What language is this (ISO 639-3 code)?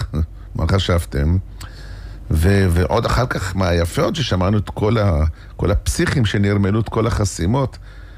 heb